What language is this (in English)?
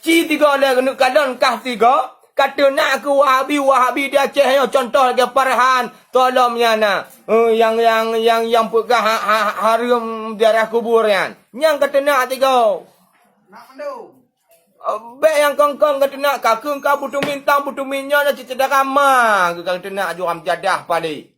Achinese